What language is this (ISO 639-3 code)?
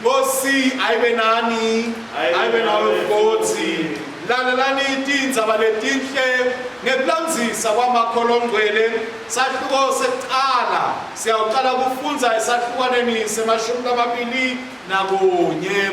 ssw